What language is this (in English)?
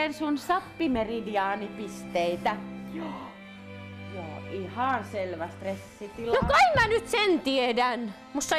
Finnish